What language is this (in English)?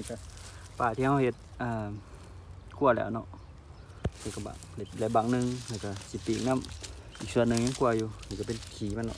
Lao